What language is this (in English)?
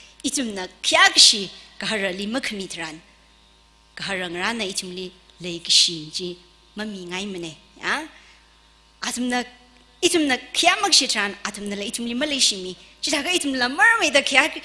Tangkhul Naga (India)